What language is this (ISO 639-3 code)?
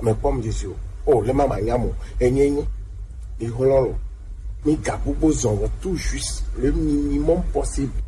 gej